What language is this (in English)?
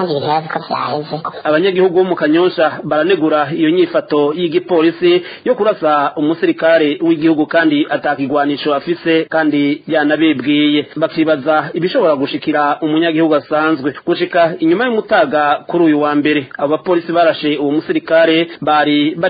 Rundi